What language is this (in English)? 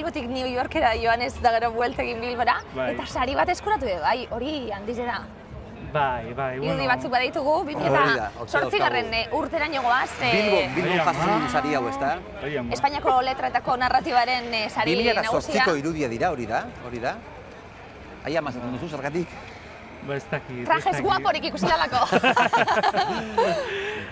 Basque